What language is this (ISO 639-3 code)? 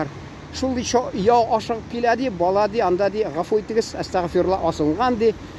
tat